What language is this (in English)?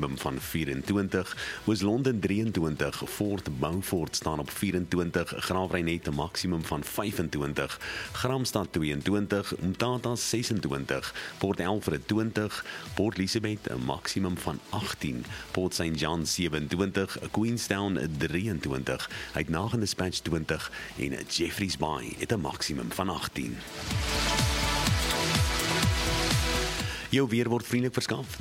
Afrikaans